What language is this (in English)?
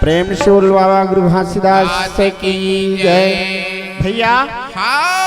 Chhattisgarhi